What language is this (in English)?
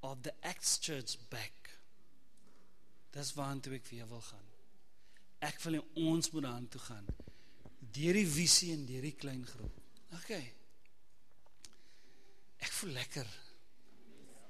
Afrikaans